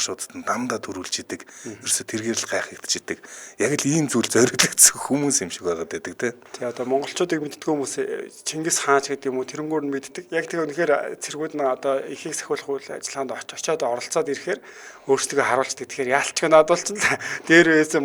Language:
Mongolian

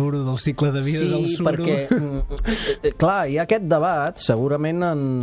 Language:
Catalan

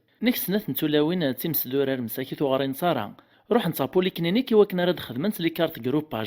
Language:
Kabyle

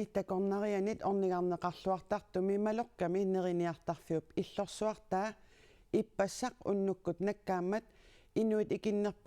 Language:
Kalaallisut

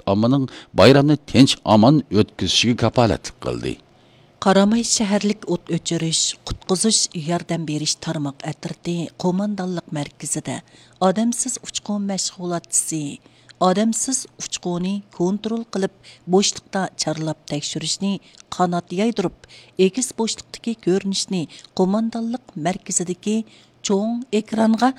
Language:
Uyghur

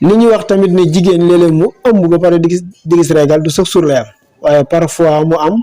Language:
Wolof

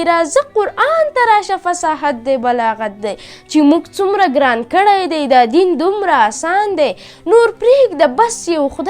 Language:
Pashto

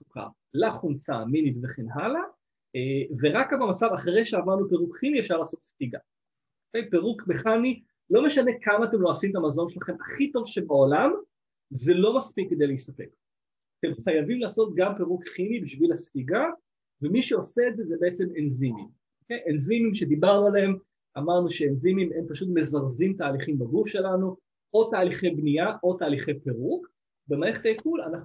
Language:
Hebrew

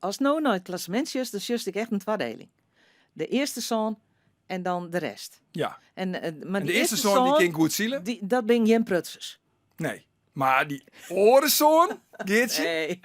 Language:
Western Frisian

